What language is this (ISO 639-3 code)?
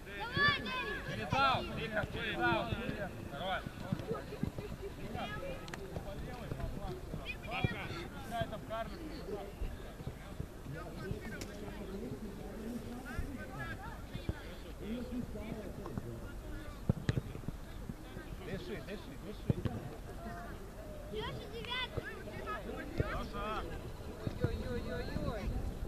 rus